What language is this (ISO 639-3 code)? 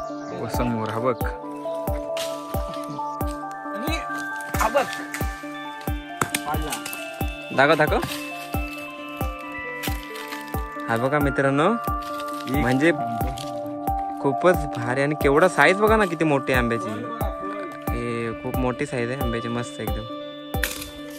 mar